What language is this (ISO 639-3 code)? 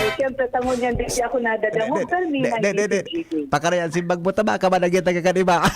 bik